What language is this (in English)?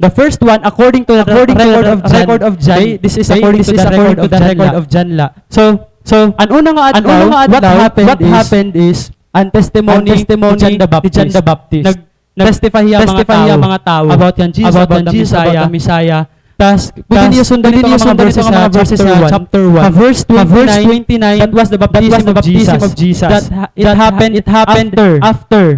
Waray